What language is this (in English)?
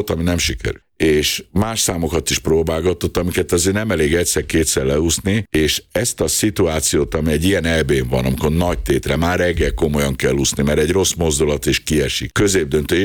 Hungarian